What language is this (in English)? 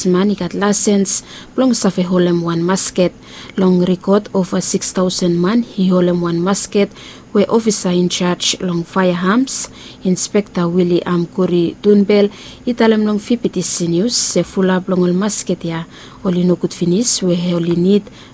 Bislama